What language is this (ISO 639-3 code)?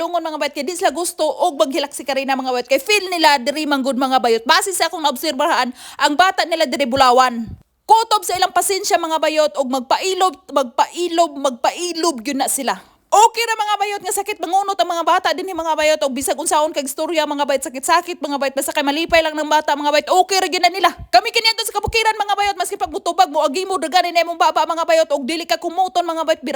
ceb